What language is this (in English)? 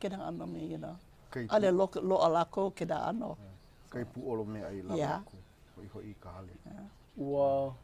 Hawaiian